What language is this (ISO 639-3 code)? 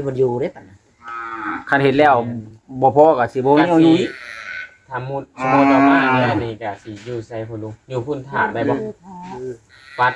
lao